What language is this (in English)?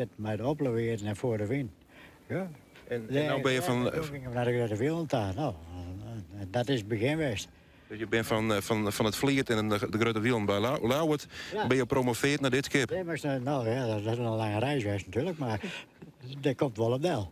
Western Frisian